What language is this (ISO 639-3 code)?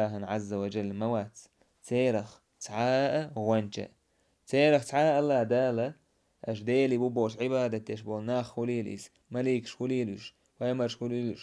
che